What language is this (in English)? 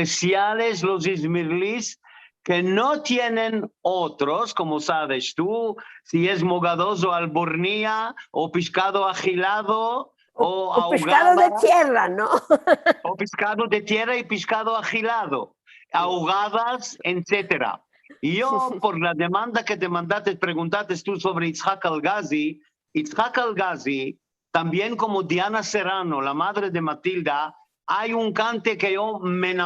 Ladino